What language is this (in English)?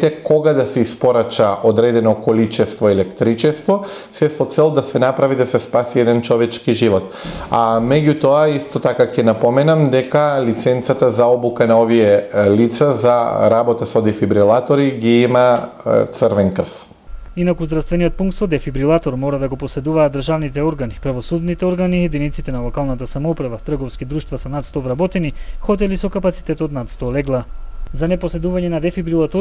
Macedonian